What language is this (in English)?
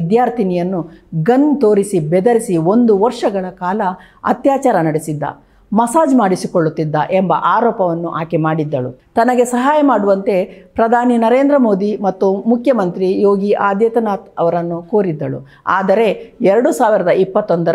Kannada